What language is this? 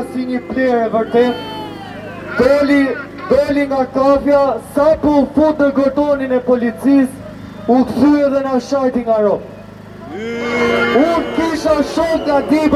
Albanian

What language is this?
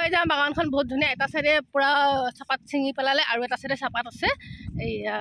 Assamese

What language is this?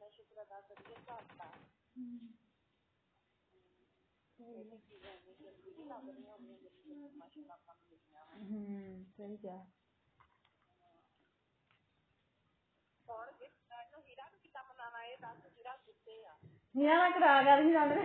Punjabi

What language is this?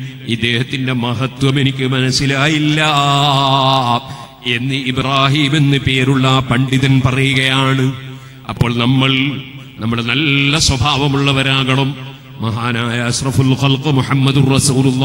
Malayalam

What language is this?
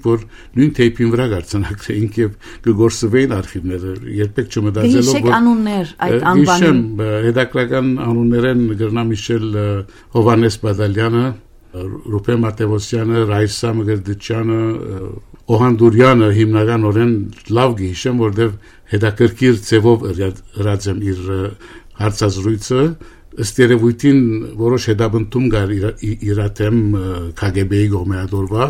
Armenian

